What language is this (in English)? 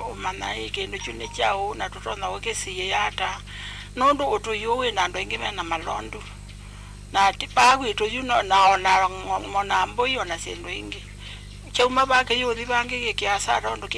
Kamba